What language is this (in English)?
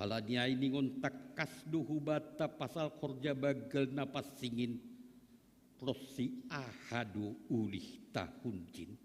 Batak Simalungun